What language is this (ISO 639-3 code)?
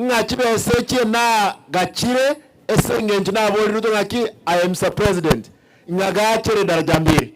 guz